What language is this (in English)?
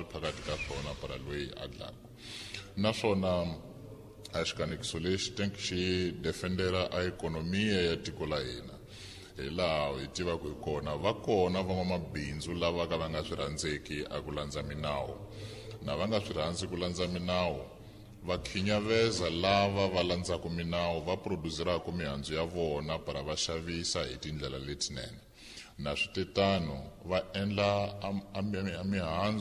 Tsonga